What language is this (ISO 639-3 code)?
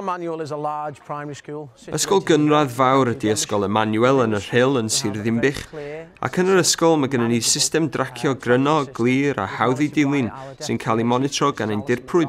cym